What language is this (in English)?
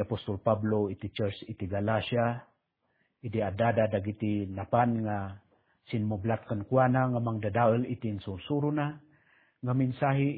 Iloko